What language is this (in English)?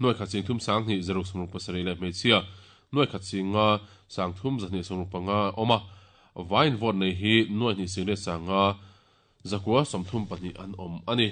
Mizo